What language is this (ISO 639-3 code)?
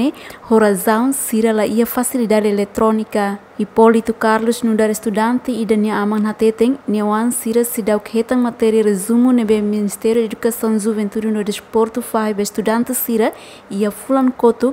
tet